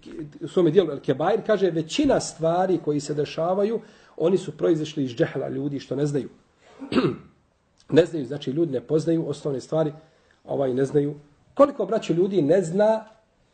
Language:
Bosnian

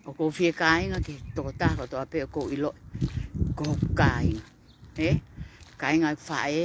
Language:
Tongan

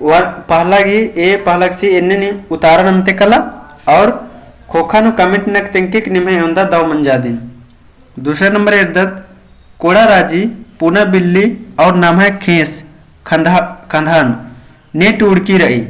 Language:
Kurukh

